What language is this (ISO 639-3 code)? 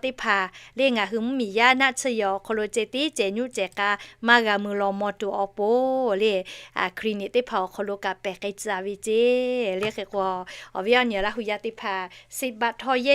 lhu